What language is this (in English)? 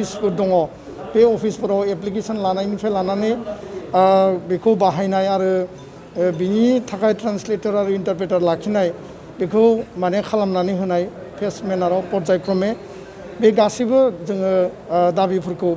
Bodo